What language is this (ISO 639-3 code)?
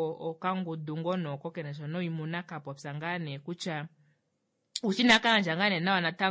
kua